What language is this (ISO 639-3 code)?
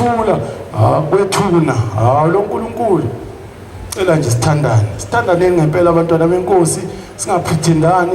zul